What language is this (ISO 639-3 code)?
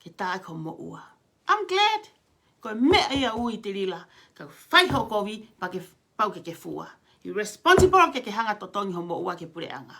ton